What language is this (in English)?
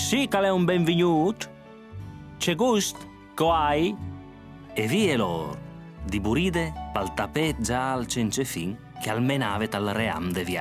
Friulian